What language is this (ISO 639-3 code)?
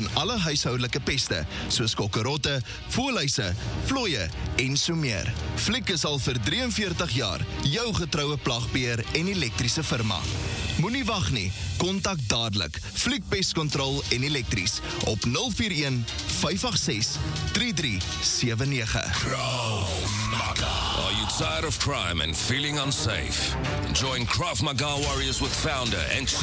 afr